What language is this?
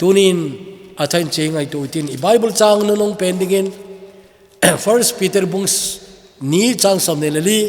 Thado Chin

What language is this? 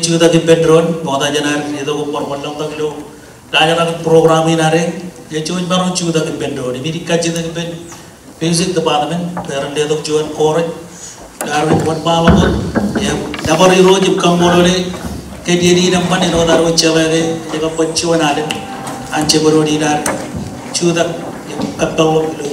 Marshallese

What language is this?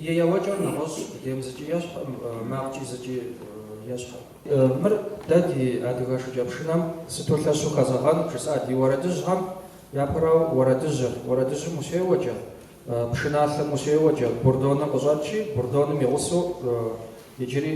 Kabardian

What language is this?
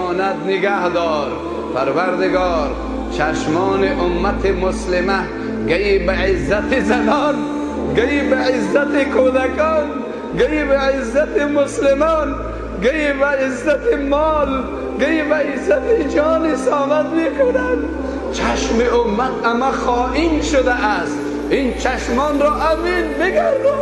Persian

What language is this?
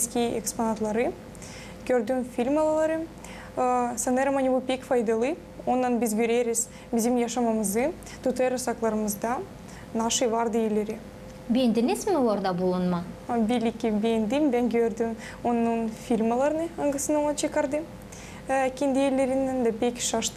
Gagauz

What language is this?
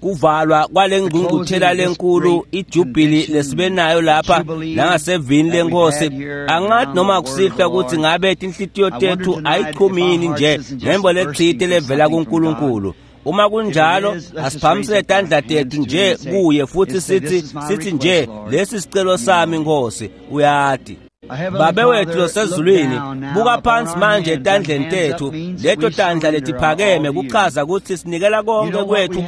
Swati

